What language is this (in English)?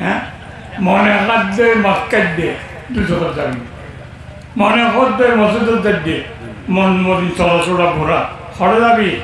Rohingya